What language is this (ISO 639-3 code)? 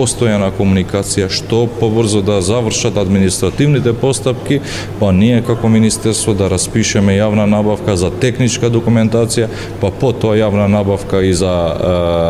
mkd